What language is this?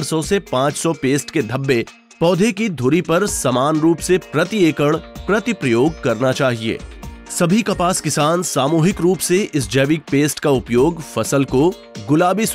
Hindi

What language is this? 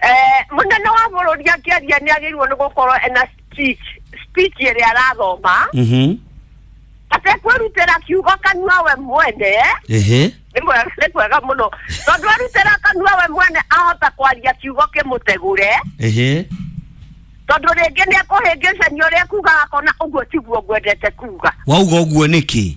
Kikuyu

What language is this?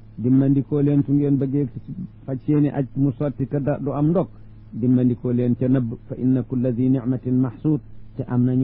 Wolof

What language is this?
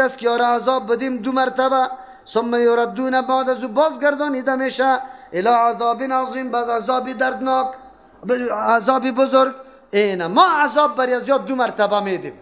Persian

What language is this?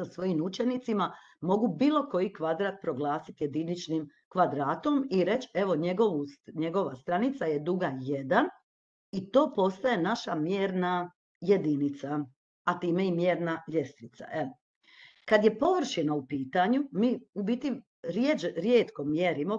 Croatian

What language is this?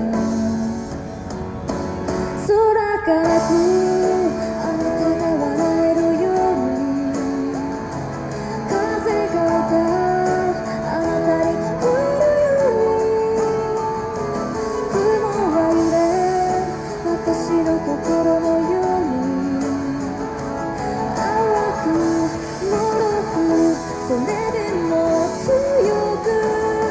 Japanese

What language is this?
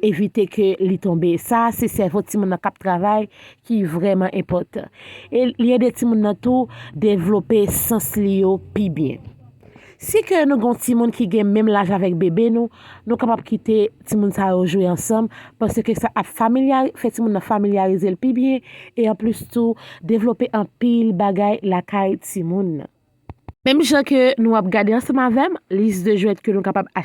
Haitian Creole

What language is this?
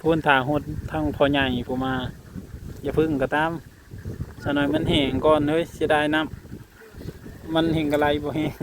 Northeastern Thai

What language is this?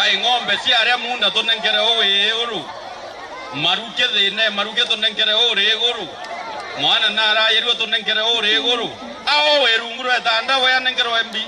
Meru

